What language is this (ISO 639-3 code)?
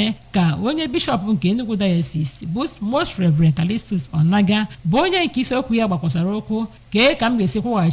ibo